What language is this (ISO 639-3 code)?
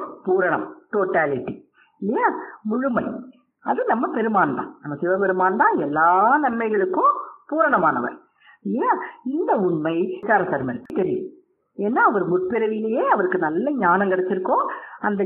tam